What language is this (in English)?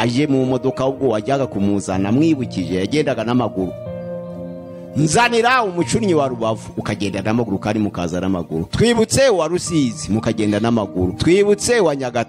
Kinyarwanda